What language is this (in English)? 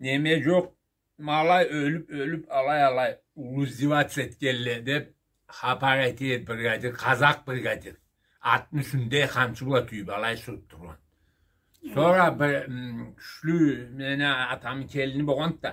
Karachay-Balkar